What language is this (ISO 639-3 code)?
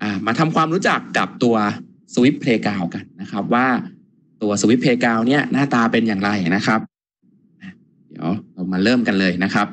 tha